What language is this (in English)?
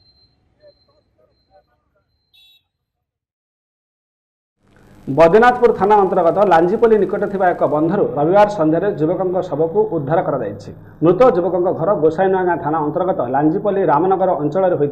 Odia